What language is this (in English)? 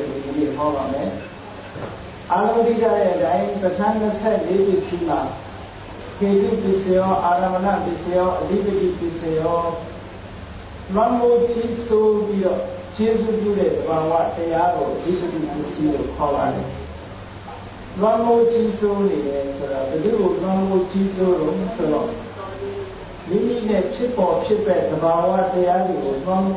Burmese